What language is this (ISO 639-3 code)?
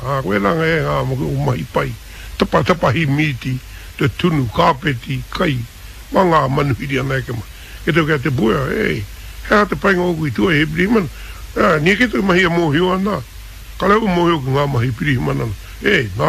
mri